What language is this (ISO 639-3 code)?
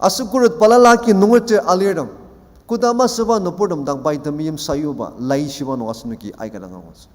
njo